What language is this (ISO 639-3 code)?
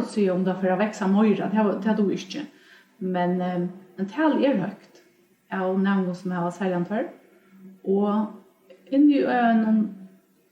fao